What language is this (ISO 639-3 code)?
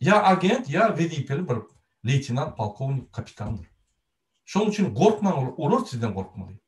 tuk